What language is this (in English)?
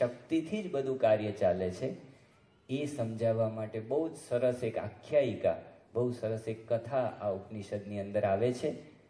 Gujarati